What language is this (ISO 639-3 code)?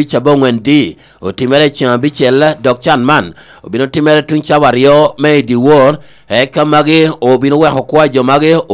laj